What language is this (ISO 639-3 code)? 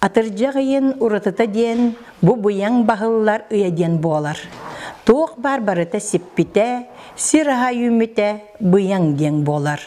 sah